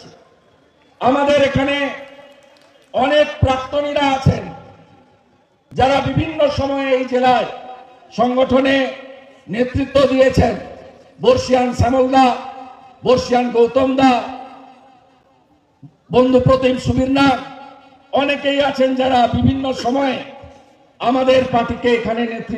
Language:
Bangla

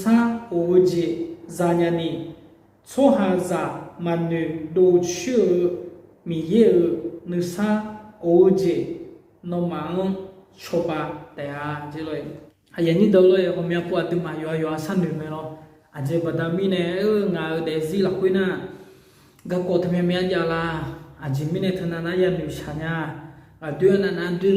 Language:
Akha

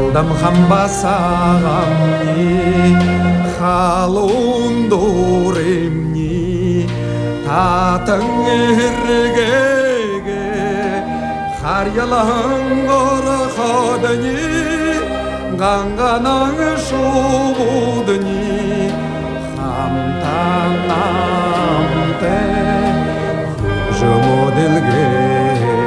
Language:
Buriat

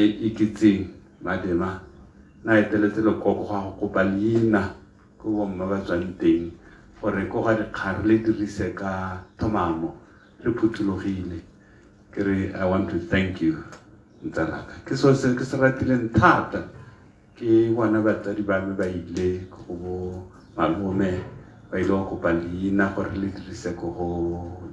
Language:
Tswana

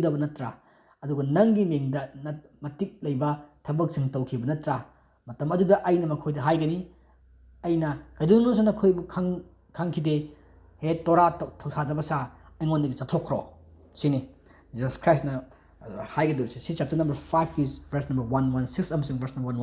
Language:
Manipuri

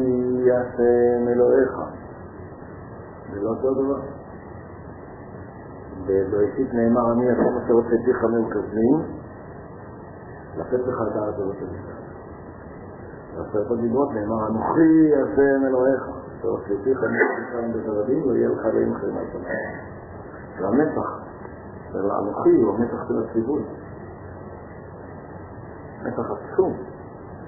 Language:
Hebrew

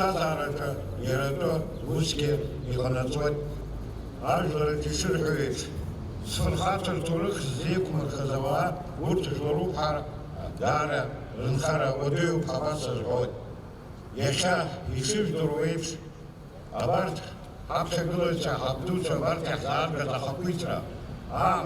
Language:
Abkhazian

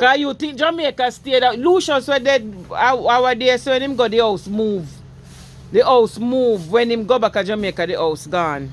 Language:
Jamaican Creole English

